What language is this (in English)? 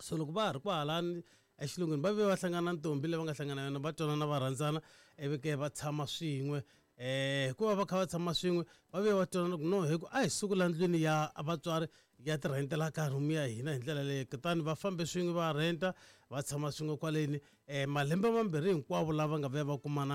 Tsonga